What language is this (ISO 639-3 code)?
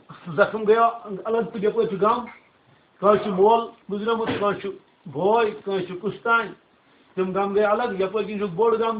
kas